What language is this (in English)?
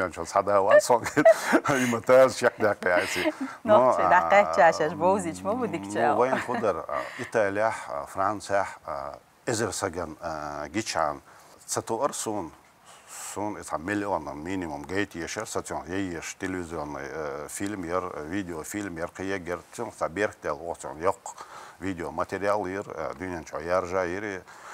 Chechen